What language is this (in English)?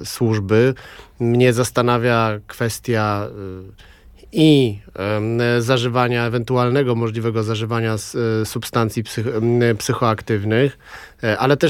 Polish